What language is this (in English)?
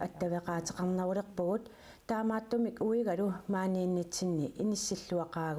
Kalaallisut